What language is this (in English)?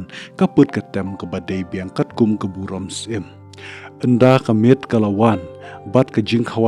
Khasi